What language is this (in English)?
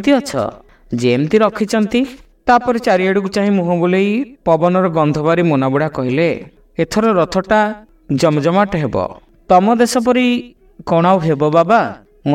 Odia